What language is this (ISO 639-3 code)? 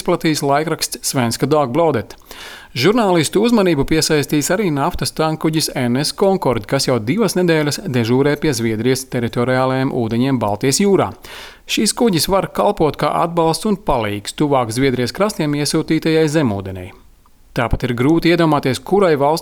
lav